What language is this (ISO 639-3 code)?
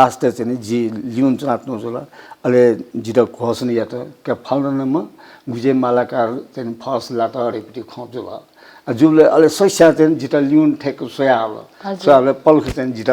new